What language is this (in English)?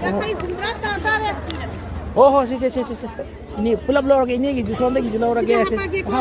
Manipuri